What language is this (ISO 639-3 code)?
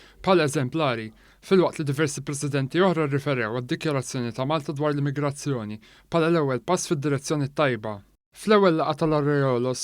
mlt